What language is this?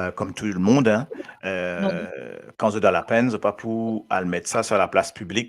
Morisyen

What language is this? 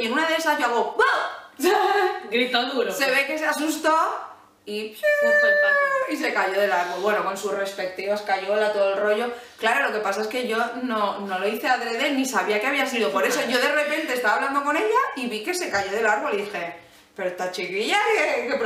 Spanish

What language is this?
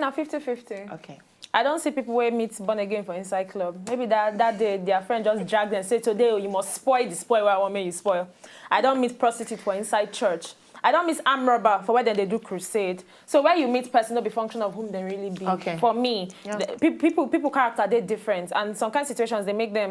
Nigerian Pidgin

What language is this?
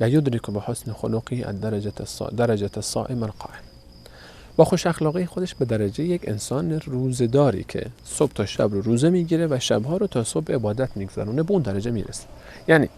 Persian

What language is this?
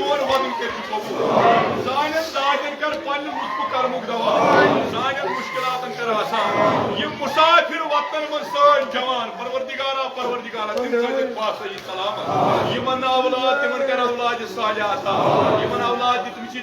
Kashmiri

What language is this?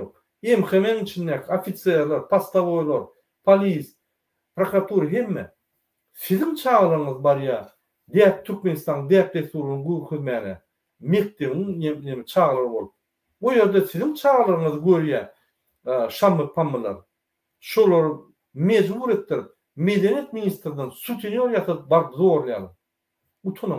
Turkmen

